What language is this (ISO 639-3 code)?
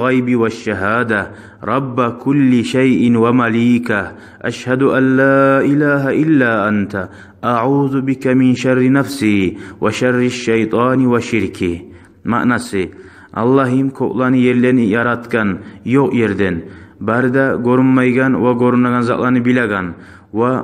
kum